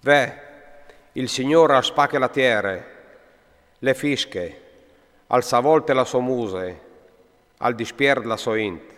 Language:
Friulian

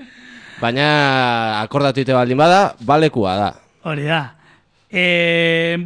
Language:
Basque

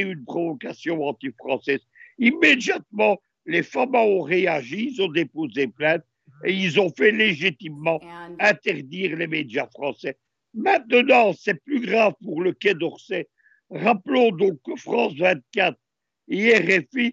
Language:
French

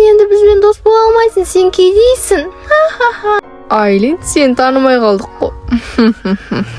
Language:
Kazakh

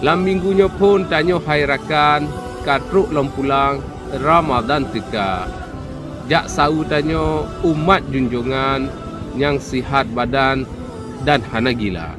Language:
Achinese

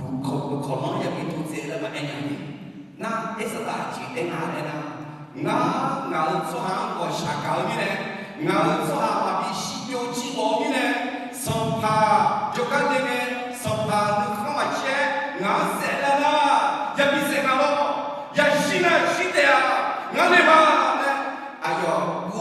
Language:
Akha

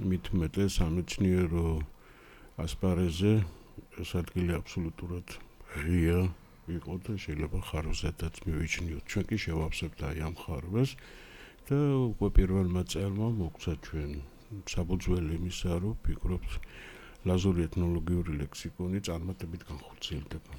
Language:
Georgian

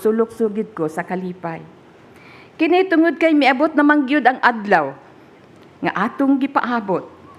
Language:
Cebuano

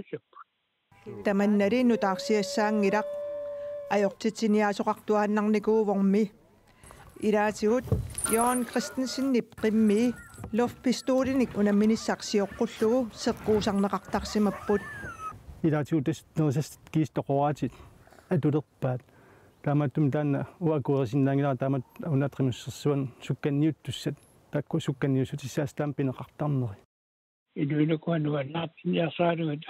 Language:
Kalaallisut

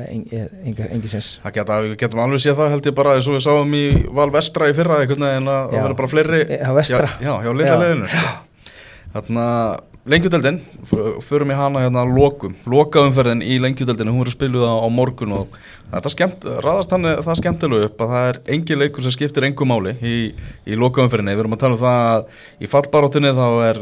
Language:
Icelandic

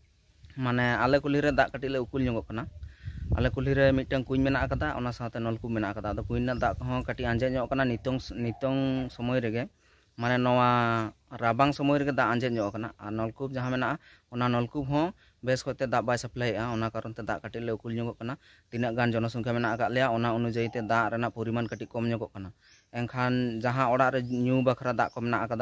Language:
Santali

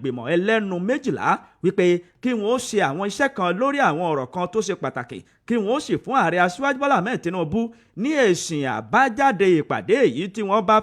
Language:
Yoruba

